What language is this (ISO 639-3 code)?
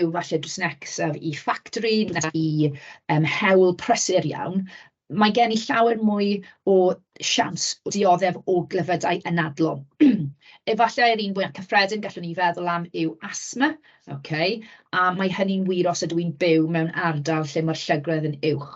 cym